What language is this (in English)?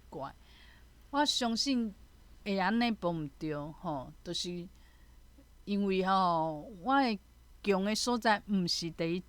Min Nan Chinese